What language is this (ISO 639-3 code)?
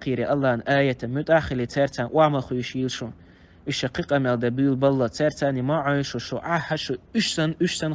che